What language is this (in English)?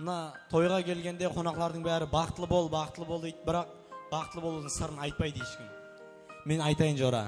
Kara-Kalpak